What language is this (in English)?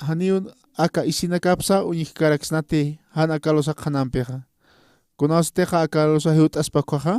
Aymara